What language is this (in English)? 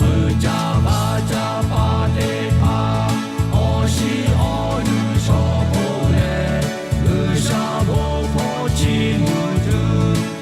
Lahu